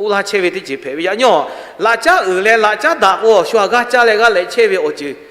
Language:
Lahu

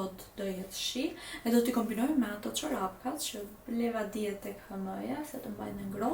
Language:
Albanian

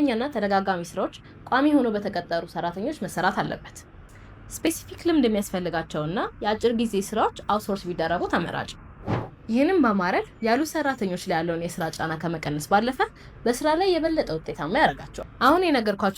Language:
Amharic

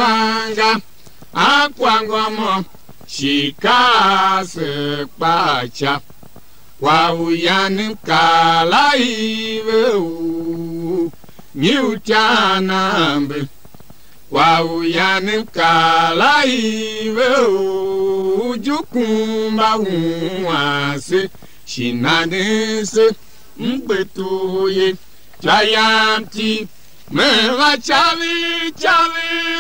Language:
Tiv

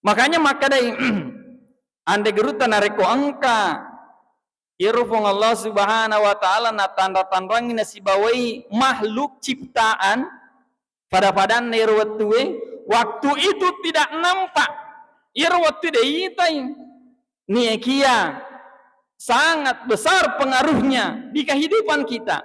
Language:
Buginese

